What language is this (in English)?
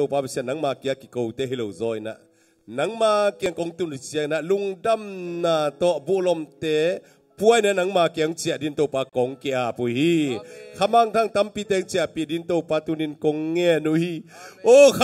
Tedim Chin